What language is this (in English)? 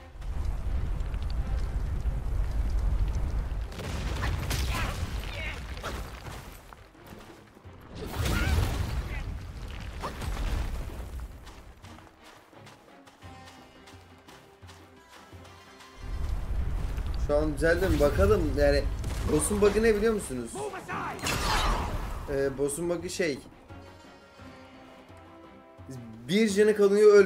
Turkish